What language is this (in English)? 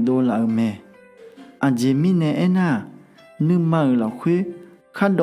Akha